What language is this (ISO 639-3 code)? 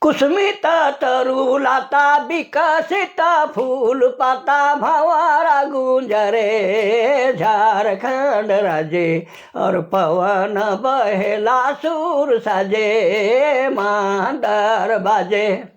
sck